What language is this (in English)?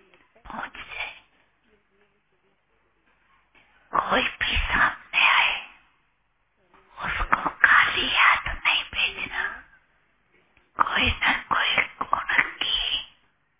Hindi